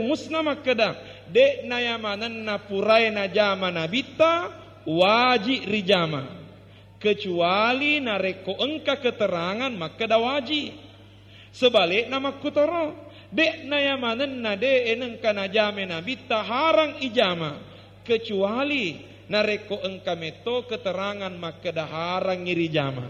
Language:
Buginese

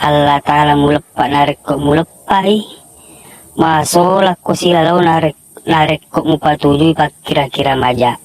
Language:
Buginese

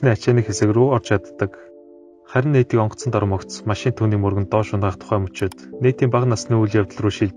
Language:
Mongolian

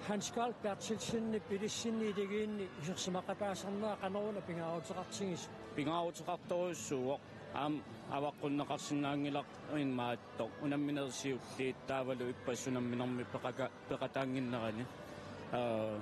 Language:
Kalaallisut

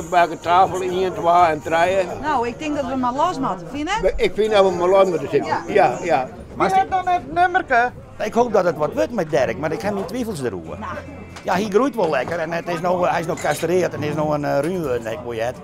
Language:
Western Frisian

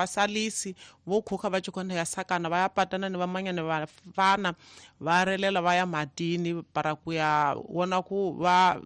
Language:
Tsonga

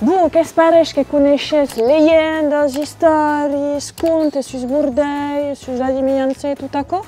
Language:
Occitan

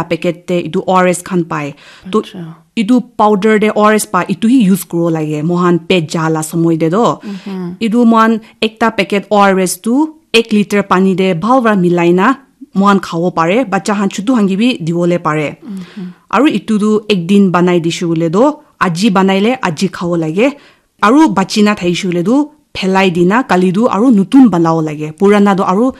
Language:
Naga Pidgin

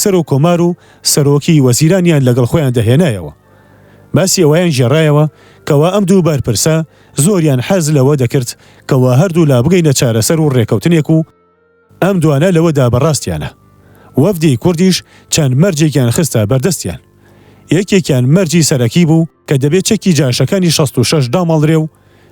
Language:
Central Kurdish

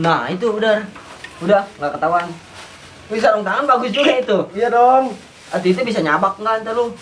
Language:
Betawi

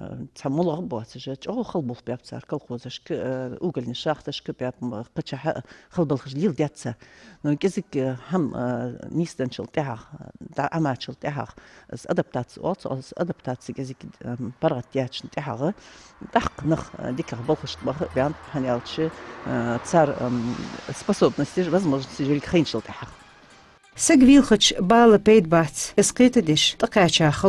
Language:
Ingush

